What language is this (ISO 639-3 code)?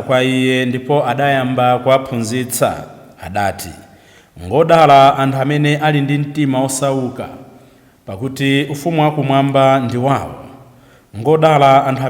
nya